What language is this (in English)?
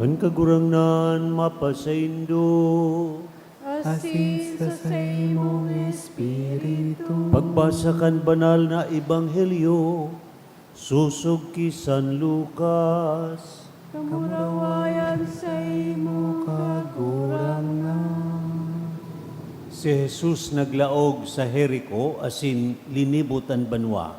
Bikol